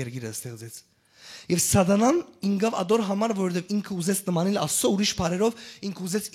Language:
Western Armenian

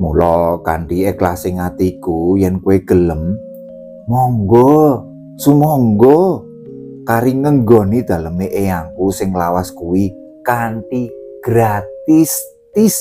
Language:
Javanese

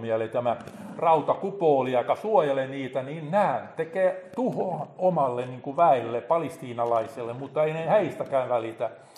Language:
Finnish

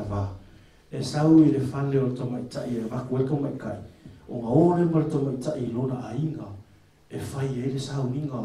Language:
Samoan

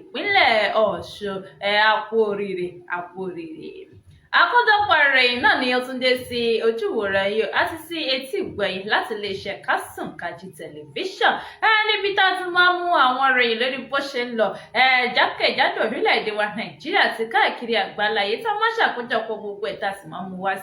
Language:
Yoruba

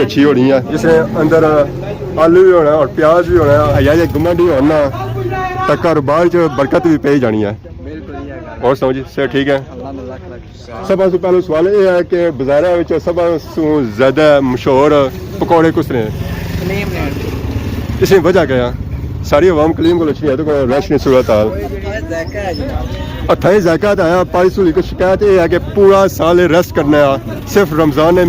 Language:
Pahari-Potwari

